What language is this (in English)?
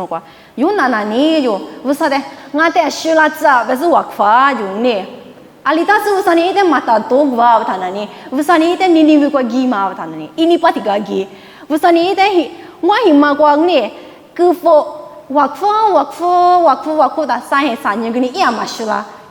Lisu